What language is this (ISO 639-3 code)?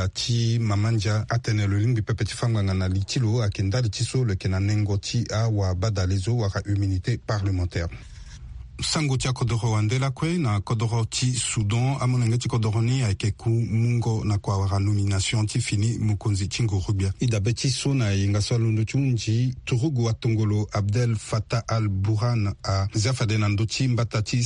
sag